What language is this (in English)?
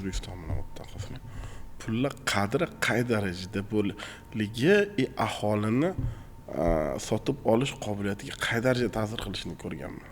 Uzbek